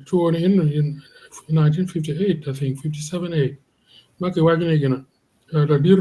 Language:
Acoli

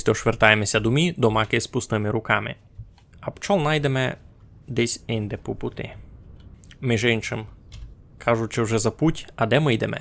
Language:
Rusyn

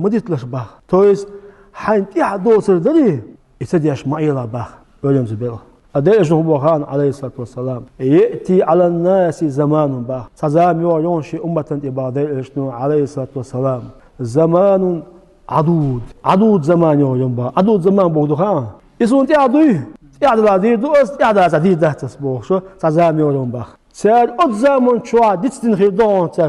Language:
Chechen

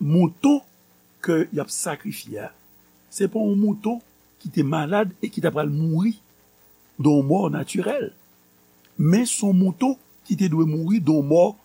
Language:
Haitian Creole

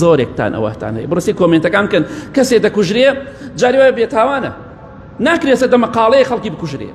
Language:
Central Kurdish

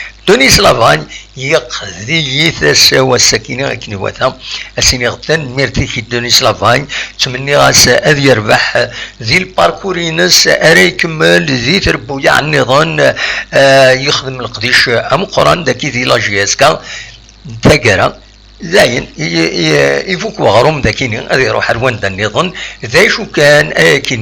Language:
Kabyle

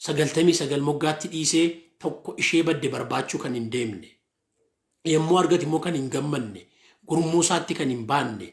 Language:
Oromo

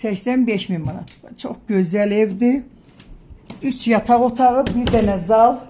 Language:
Azerbaijani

